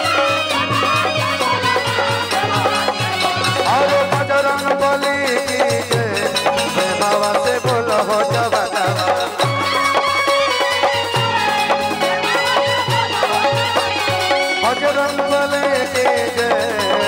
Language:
Bhojpuri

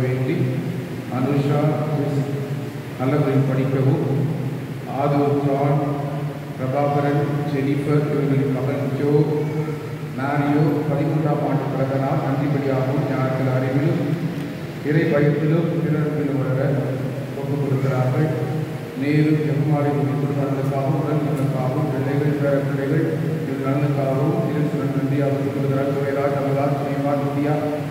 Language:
Tamil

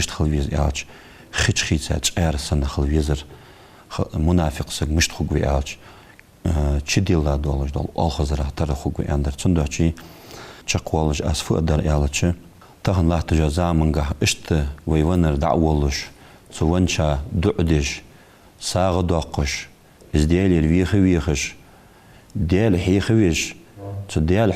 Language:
Ingush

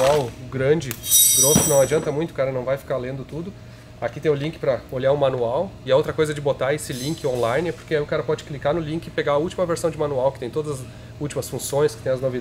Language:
Portuguese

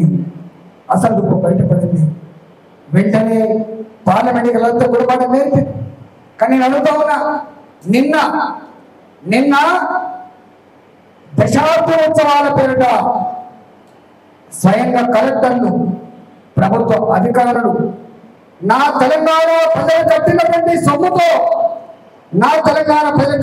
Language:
Telugu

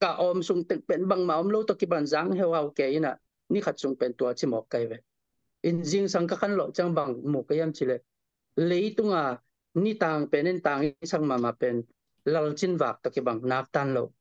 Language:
Tedim Chin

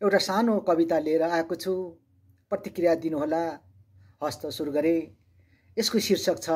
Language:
Nepali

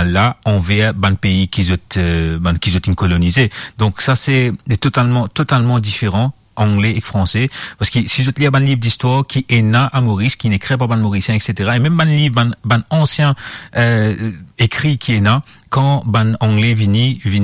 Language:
Morisyen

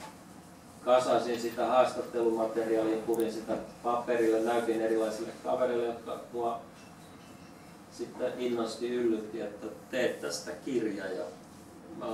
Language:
Finnish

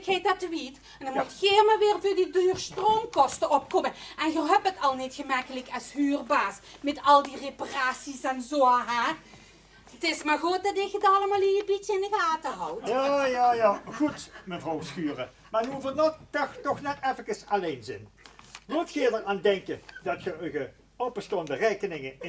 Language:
Limburgish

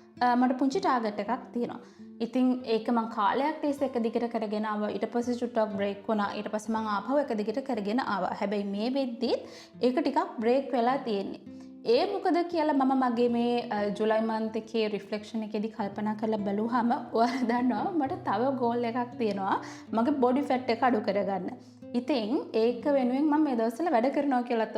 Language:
Sinhala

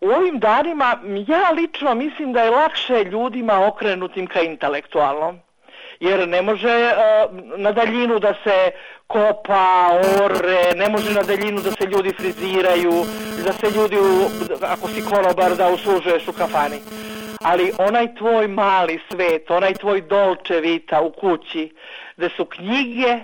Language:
Serbian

